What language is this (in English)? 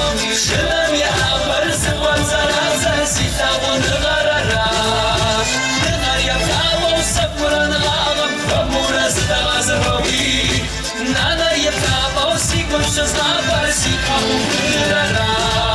Kabardian